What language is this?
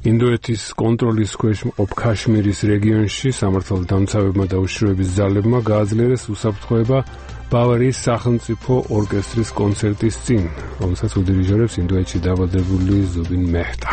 Georgian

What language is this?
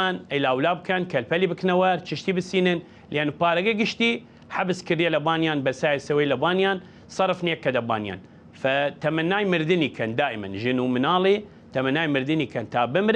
Southern Kurdish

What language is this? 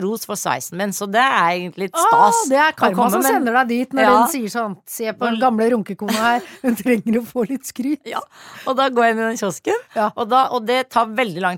Norwegian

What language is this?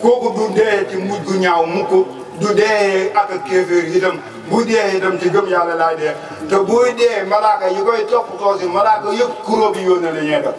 Wolof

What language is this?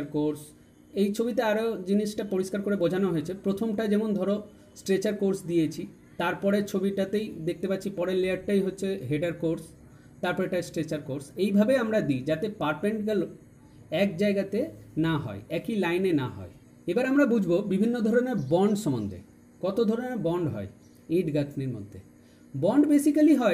Bangla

